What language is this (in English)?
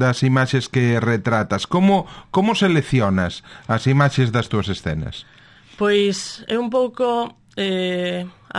Galician